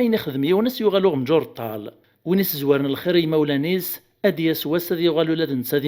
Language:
Kabyle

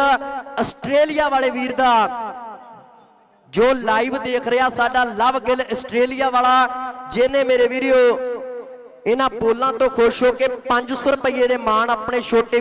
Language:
Punjabi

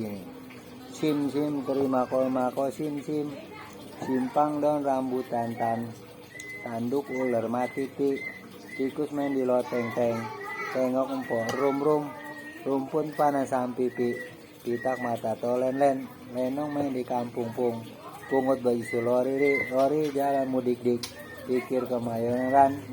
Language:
Betawi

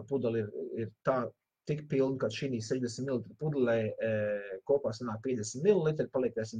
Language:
Latvian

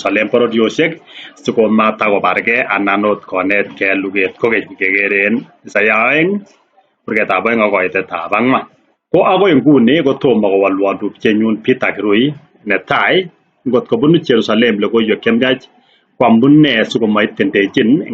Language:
Kalenjin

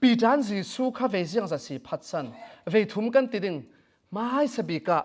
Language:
Falam Chin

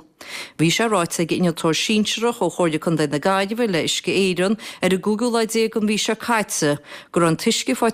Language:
Irish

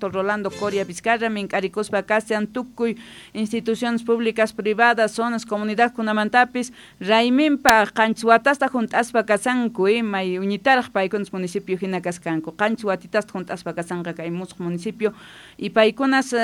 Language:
Quechua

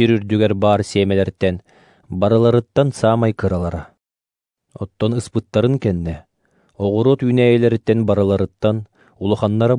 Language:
Yakut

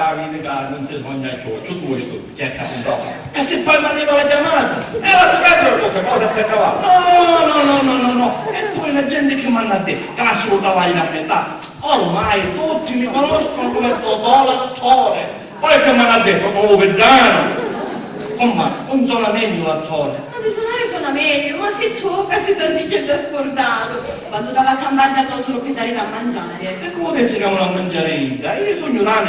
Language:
Sicilian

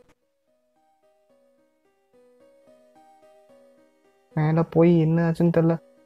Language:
Tamil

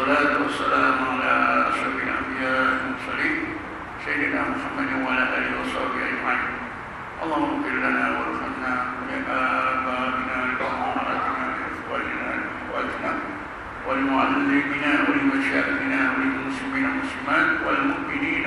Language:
Malay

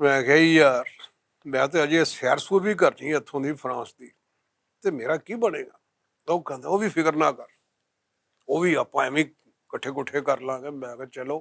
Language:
Western Panjabi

